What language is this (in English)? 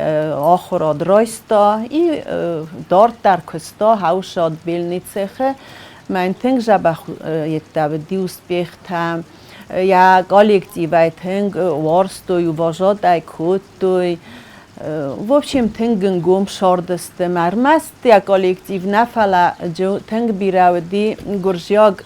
Ossetic